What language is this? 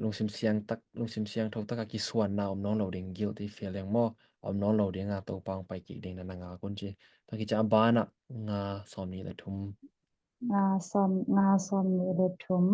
Tedim Chin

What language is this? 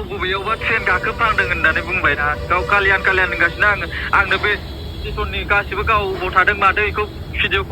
Bodo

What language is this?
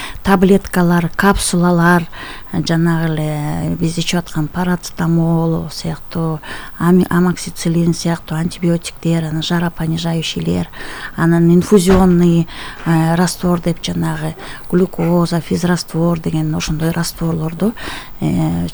Kyrgyz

